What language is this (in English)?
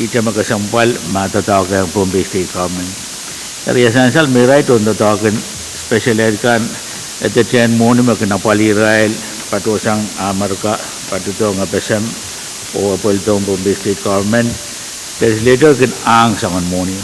Pohnpeian